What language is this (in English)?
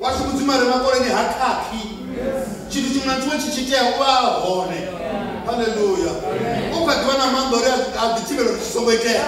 Venda